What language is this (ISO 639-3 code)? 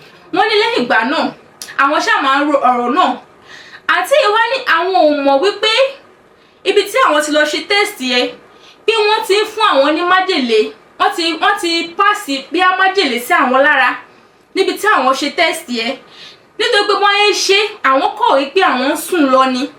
yor